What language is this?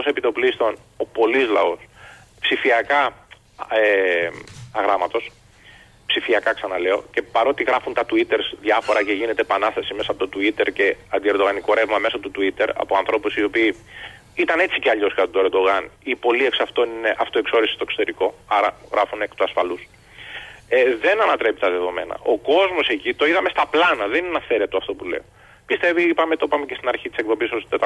Greek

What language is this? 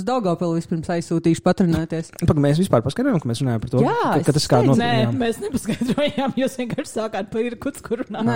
Latvian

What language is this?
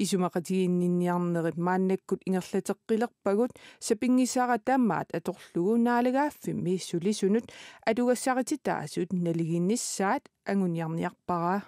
Kalaallisut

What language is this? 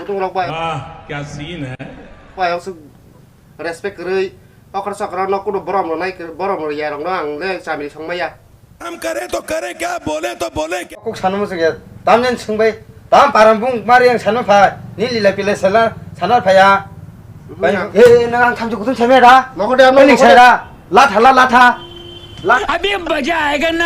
Kok Borok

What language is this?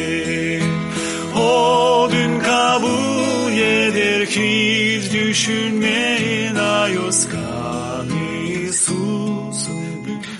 Gagauz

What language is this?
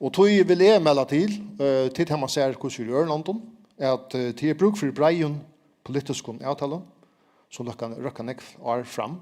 Faroese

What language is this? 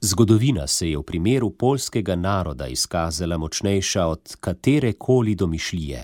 Slovenian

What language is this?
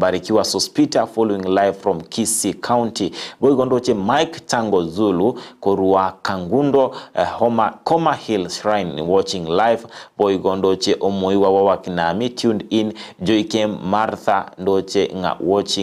Gusii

